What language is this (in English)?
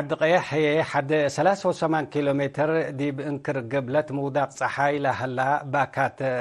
Tigre